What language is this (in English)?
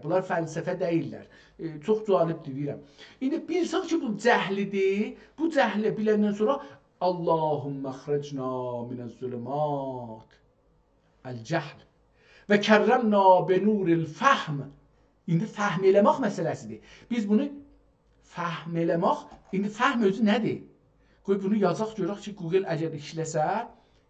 South Azerbaijani